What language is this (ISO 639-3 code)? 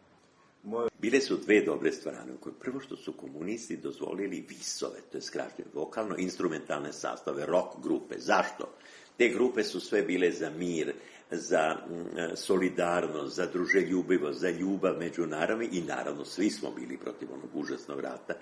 srp